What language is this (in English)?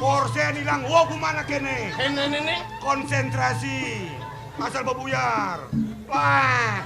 Balinese